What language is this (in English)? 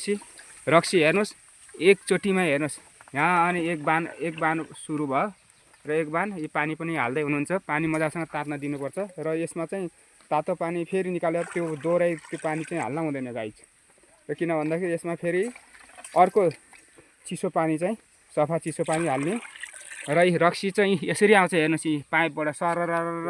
Nepali